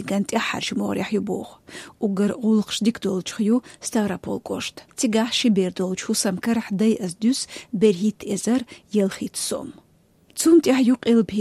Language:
Chechen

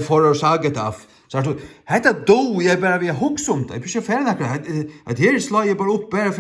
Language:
Faroese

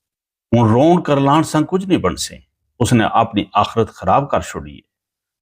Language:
Gujari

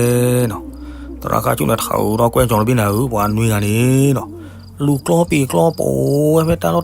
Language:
S'gaw Karen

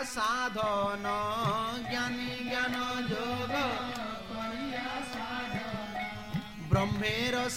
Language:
Odia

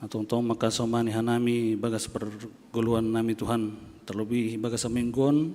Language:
Batak Simalungun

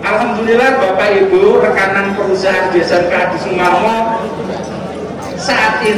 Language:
Indonesian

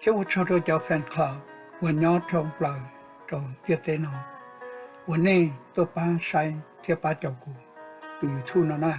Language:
Hmong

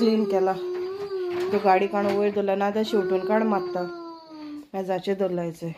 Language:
Konkani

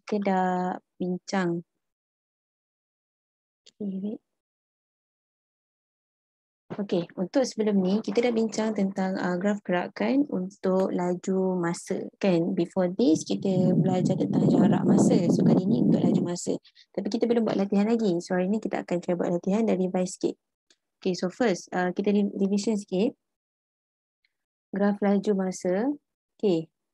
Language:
Malay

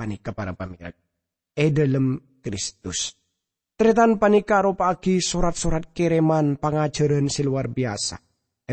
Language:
Madurese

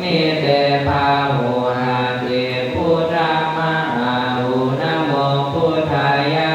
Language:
Pali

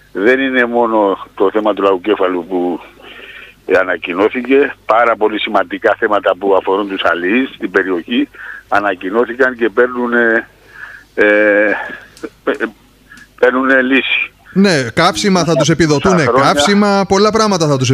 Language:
Greek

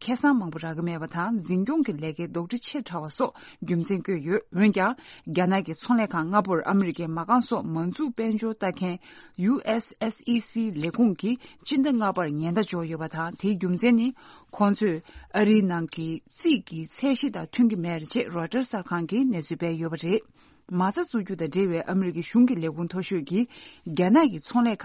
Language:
Tibetan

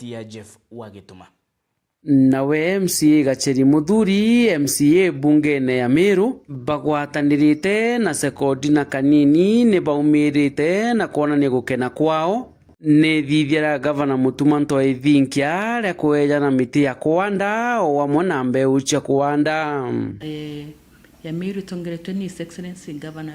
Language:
Meru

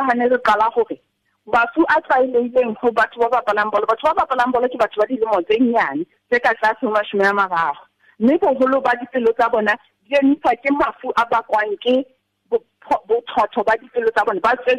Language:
Southern Sotho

